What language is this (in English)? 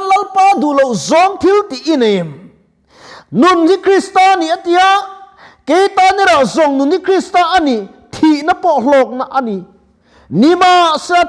Mizo